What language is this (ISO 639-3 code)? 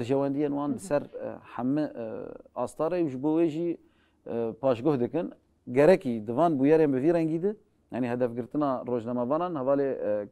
kur